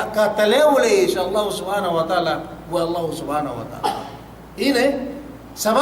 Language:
Yakan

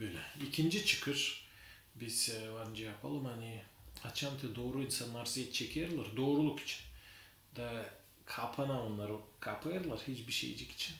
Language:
Gagauz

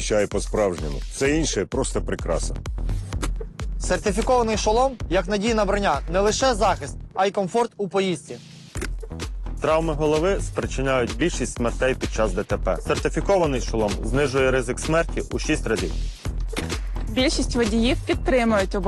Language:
Ukrainian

